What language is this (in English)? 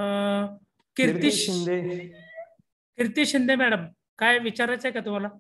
Marathi